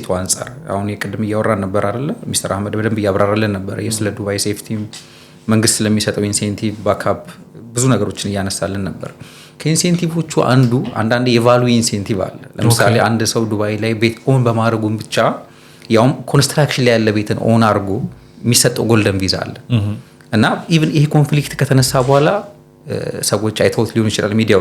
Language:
Amharic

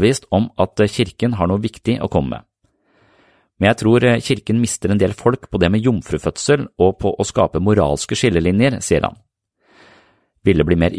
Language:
Norwegian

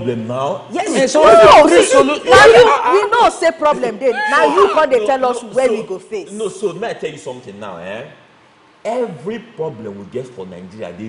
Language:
Nigerian Pidgin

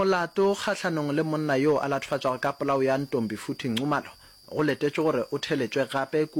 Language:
Northern Sotho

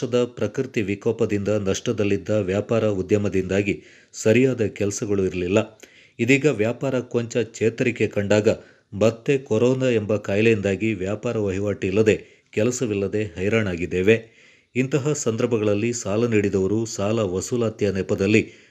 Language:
Kannada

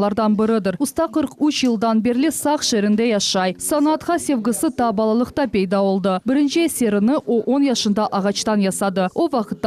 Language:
Crimean Tatar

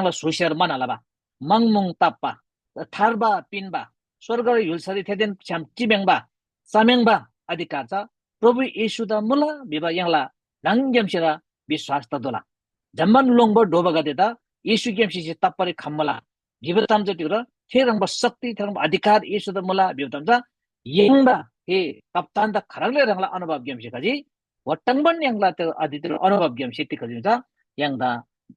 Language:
Eastern Tamang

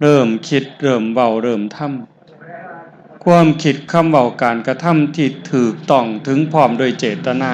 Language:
Northeastern Thai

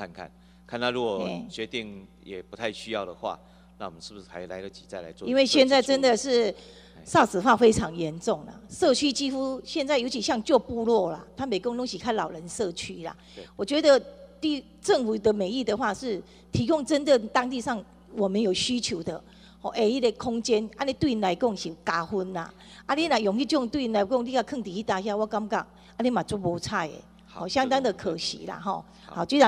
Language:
Chinese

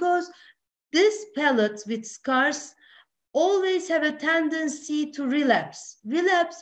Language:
English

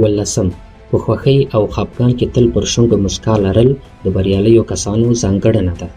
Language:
Pashto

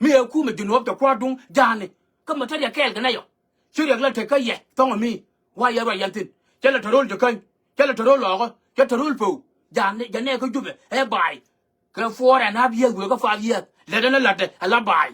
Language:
Nuer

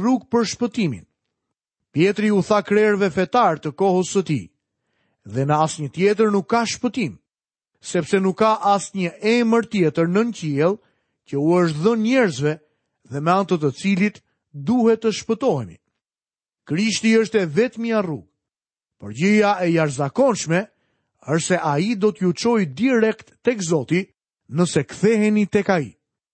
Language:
Albanian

